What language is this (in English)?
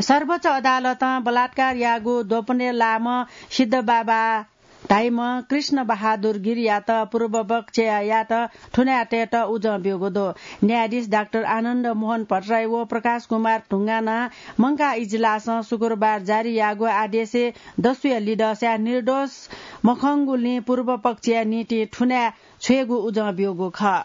Newari